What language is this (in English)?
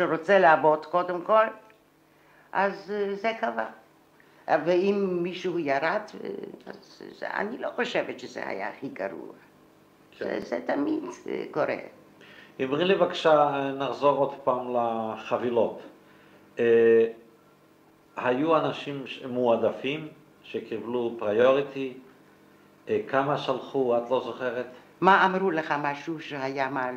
Hebrew